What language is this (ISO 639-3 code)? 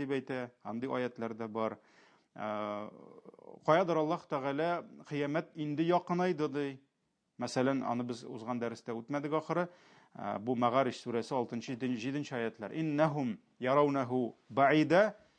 tat